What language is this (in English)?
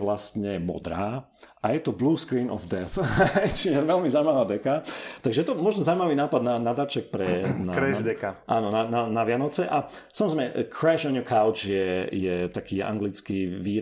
Slovak